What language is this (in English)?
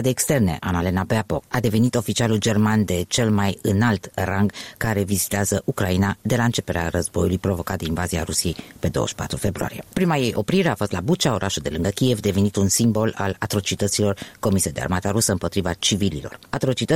Romanian